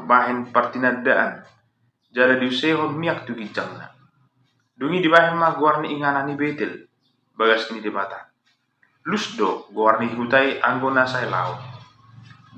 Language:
Batak Toba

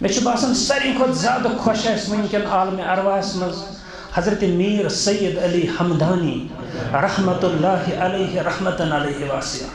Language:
Kashmiri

